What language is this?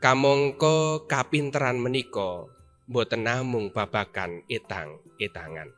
Javanese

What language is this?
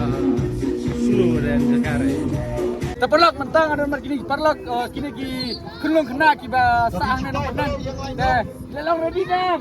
Khasi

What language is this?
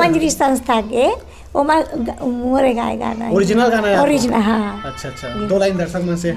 Chhattisgarhi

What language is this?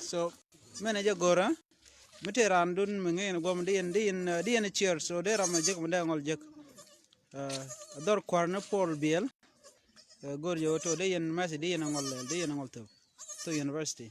Nuer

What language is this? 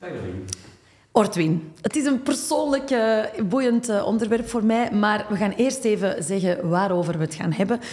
Dutch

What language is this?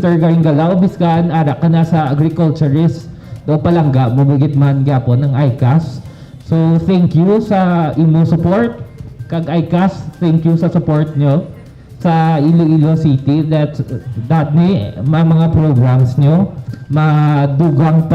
Hiligaynon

